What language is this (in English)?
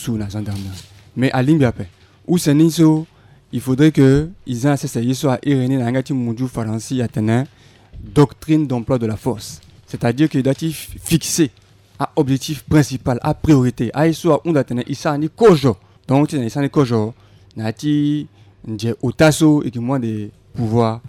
Sango